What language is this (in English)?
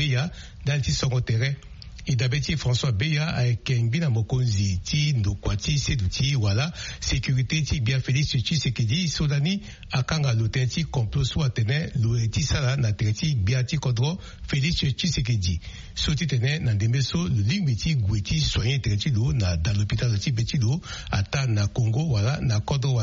Sango